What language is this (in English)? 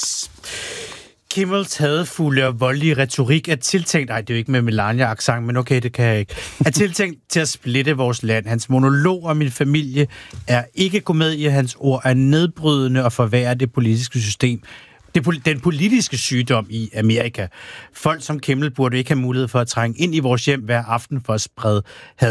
Danish